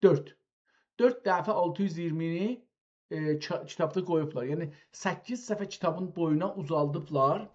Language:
South Azerbaijani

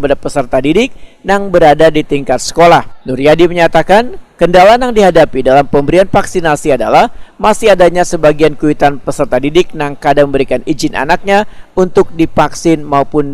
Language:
Banjar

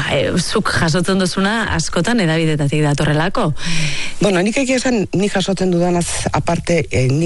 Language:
Basque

